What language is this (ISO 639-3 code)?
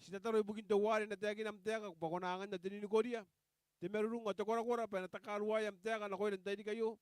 gil